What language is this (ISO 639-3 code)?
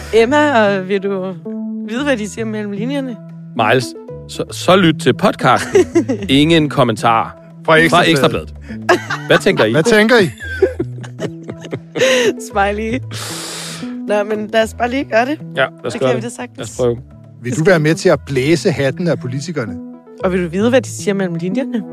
dan